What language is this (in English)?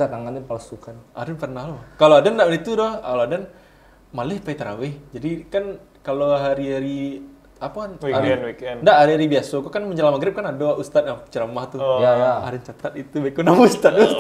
Minangkabau